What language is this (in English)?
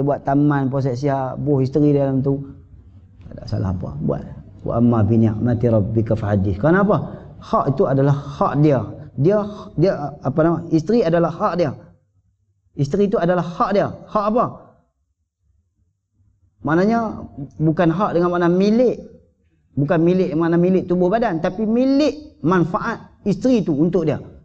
Malay